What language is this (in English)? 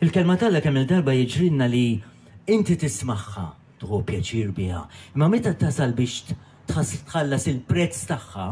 Maltese